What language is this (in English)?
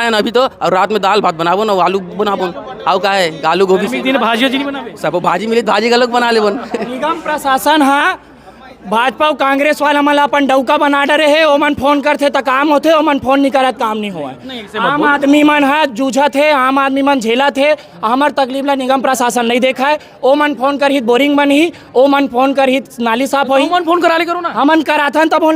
Chhattisgarhi